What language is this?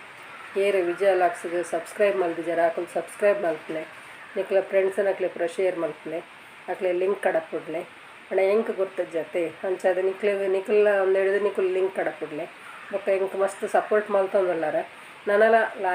Tulu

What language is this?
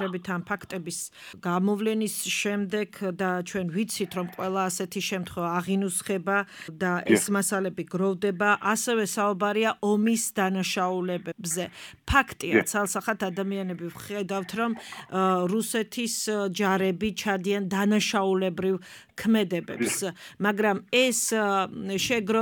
Georgian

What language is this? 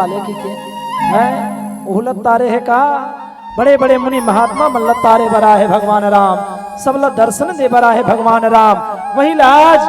Chhattisgarhi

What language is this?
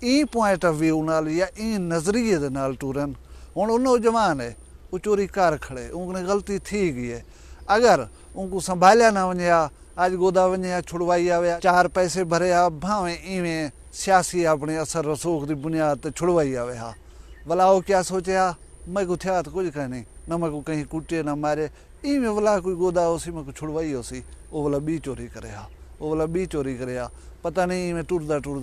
Saraiki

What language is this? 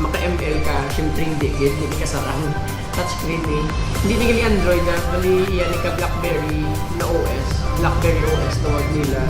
Hiligaynon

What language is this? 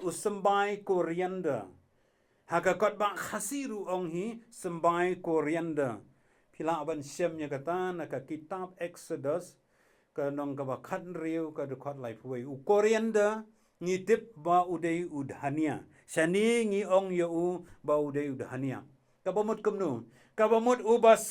Khasi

